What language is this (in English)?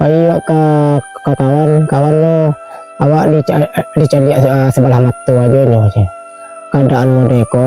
Minangkabau